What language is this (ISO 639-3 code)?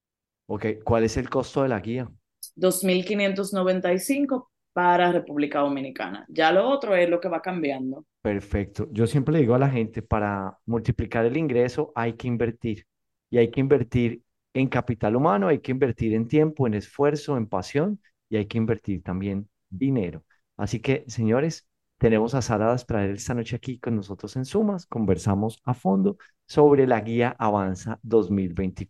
spa